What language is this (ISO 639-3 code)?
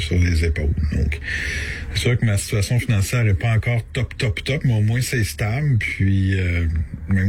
fra